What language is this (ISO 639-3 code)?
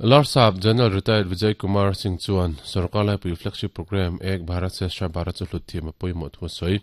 lus